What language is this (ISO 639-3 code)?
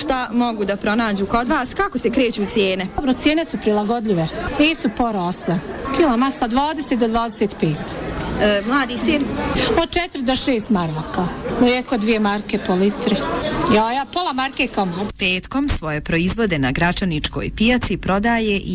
bos